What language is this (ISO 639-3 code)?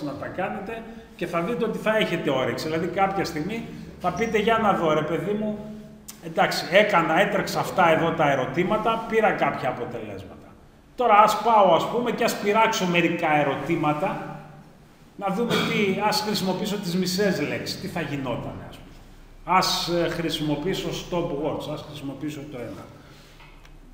ell